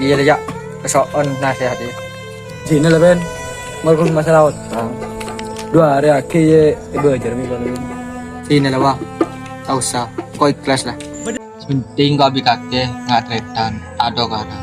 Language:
Madurese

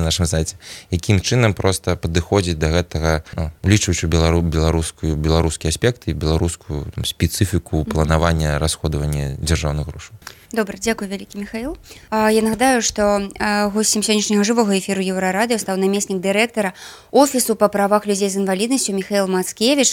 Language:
Belarusian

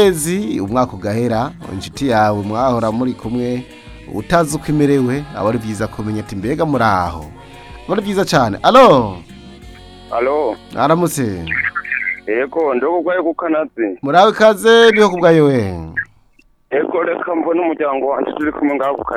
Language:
Rundi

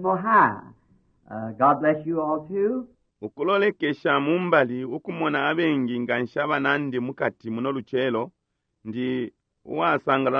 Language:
Bemba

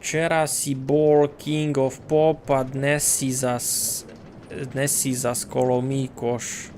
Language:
Rusyn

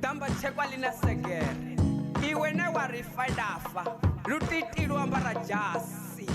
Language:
Venda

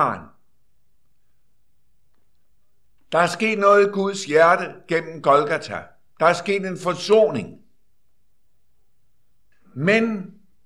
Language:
Danish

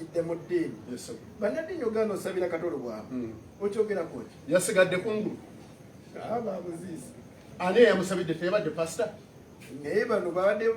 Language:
Ganda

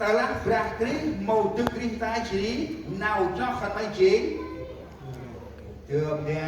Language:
Central Mnong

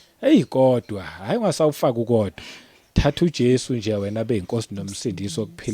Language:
Zulu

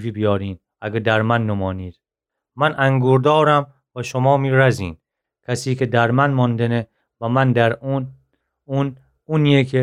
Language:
Gilaki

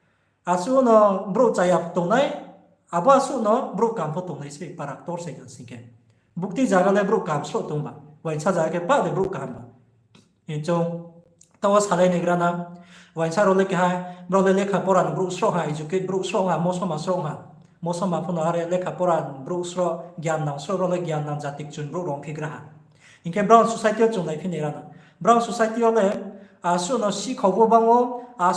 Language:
Riang (India)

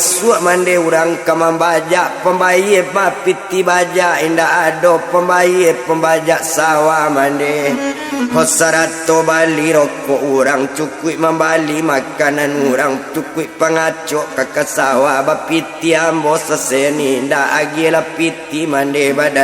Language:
Minangkabau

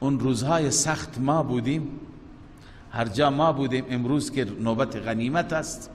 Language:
Persian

